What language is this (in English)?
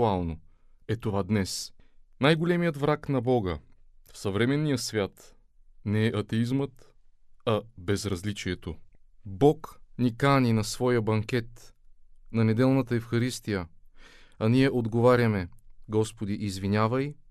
Bulgarian